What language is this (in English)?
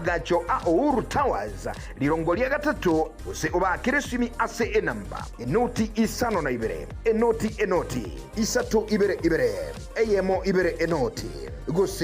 Gusii